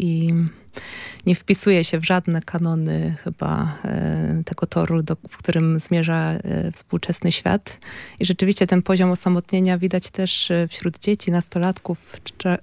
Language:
Polish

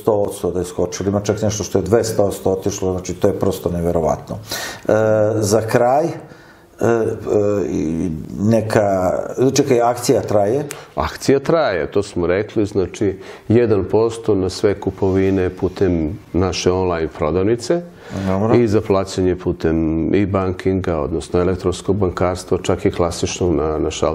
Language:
Serbian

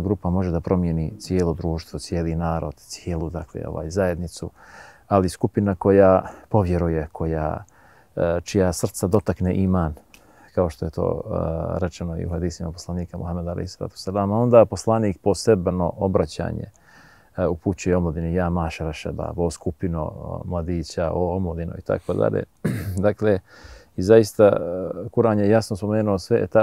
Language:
Bosnian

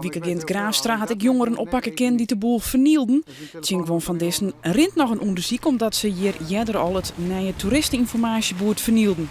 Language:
Western Frisian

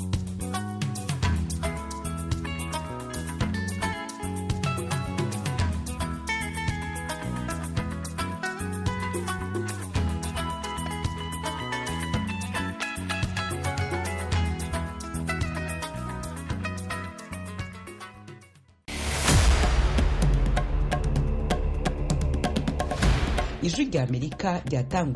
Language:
Kinyarwanda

